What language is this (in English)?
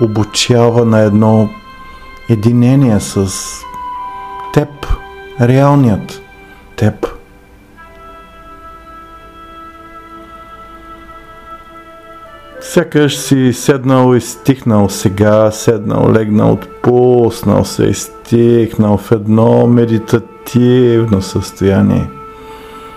Bulgarian